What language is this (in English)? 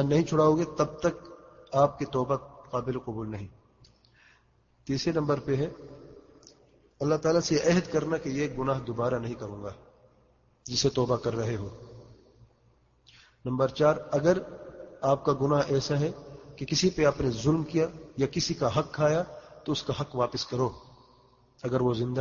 Urdu